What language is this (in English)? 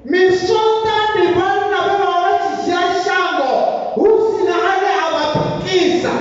Venda